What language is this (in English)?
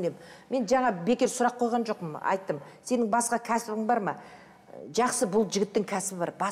Kazakh